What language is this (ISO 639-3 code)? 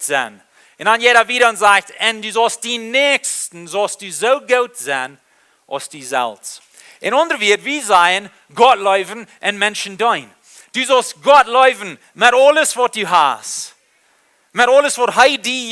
pdt